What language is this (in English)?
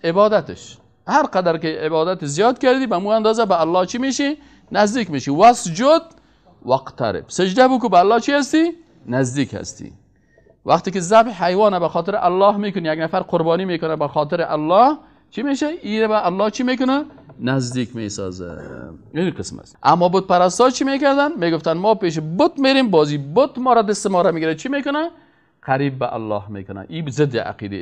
Persian